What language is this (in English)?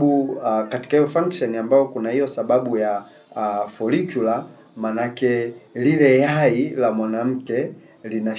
Swahili